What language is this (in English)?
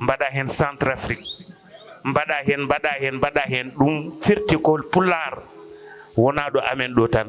Fula